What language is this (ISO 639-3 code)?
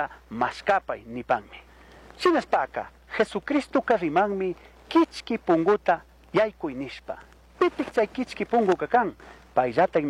qug